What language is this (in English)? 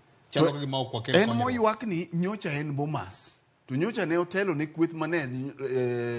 Luo (Kenya and Tanzania)